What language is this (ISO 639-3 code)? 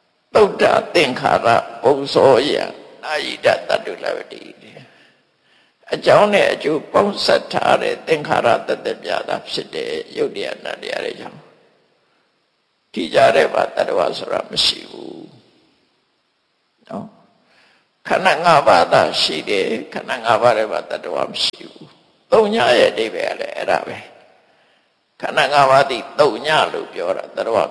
mya